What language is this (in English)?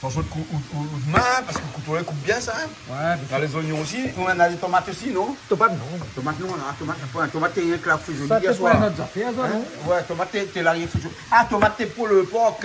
Réunion Creole French